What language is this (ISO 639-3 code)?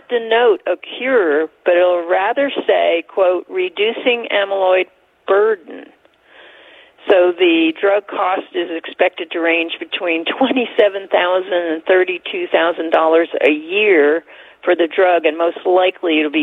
eng